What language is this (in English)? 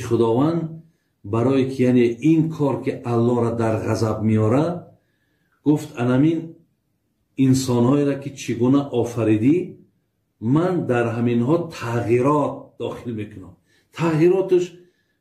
Tajik